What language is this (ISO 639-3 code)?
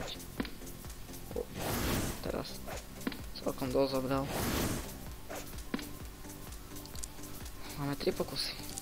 slk